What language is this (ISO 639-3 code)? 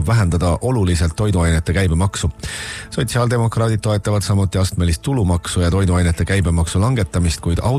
est